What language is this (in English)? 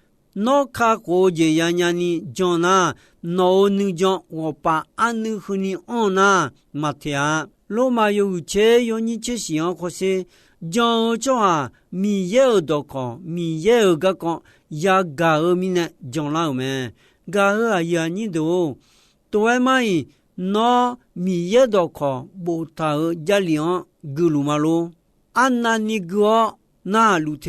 Akha